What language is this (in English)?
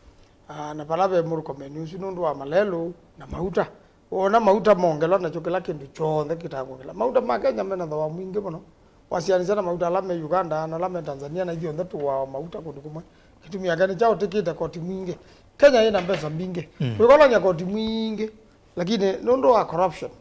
Kamba